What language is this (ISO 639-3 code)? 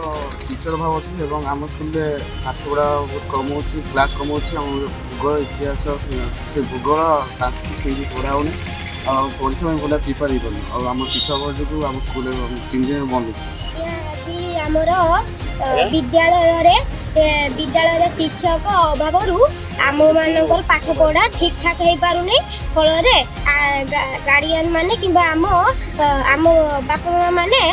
ori